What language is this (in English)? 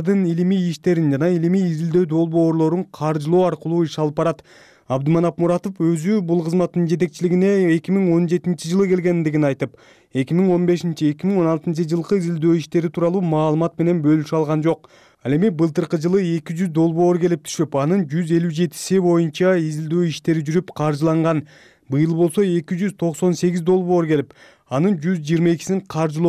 Kyrgyz